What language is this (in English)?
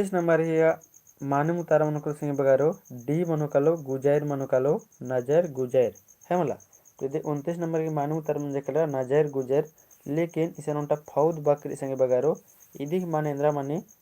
Kurukh